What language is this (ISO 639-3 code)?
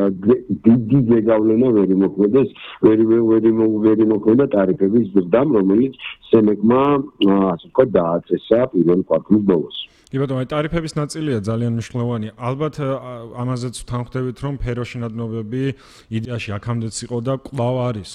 kat